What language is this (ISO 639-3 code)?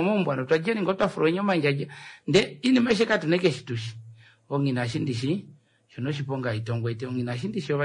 kua